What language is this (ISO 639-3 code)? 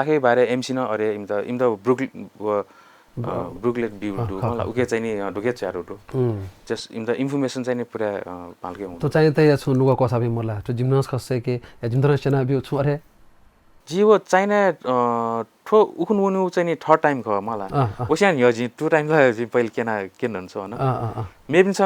new